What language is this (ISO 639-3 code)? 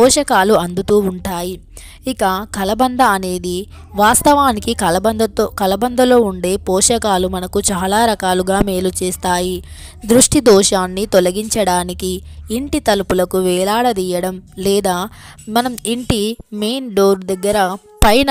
tel